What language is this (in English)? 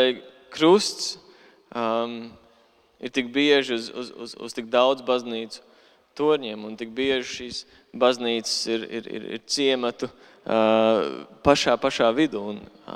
Latvian